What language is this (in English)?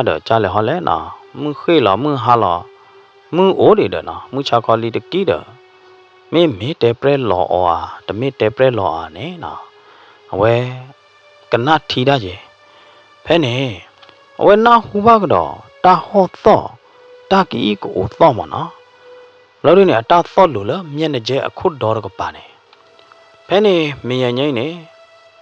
S'gaw Karen